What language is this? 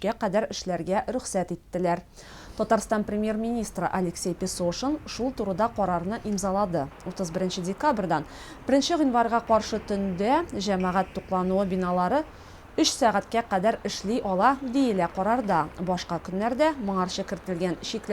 Tatar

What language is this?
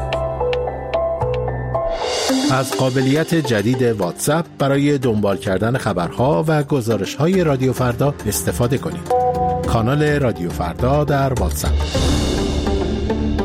Persian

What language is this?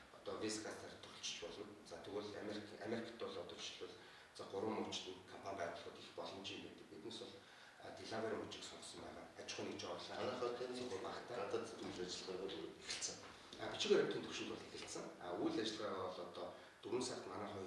Mongolian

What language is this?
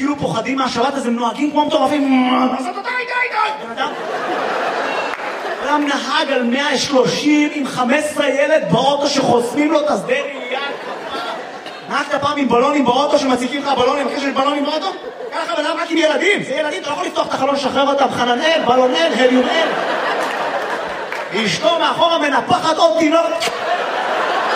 Hebrew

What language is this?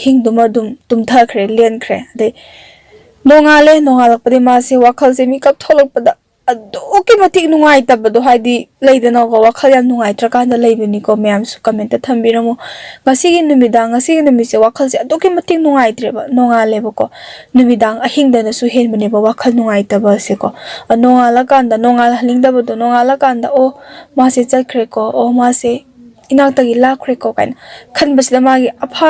Manipuri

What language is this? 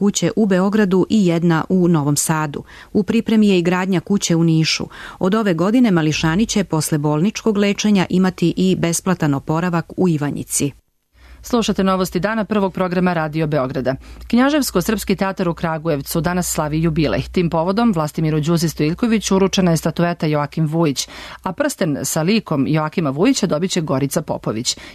Serbian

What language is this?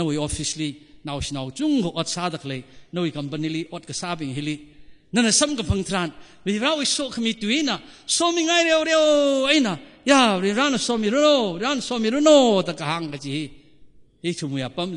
Tangkhul Naga (India)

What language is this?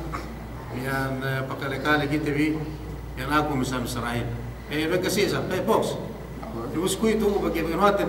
Yakan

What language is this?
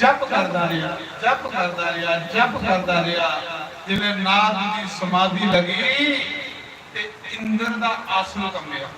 Dogri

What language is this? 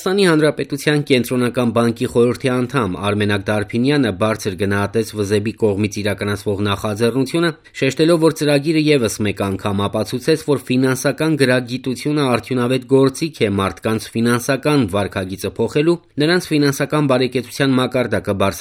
Armenian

